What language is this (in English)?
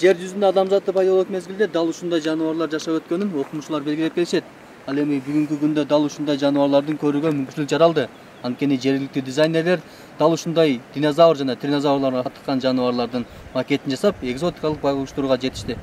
Kyrgyz